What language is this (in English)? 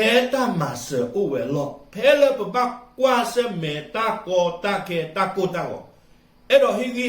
S'gaw Karen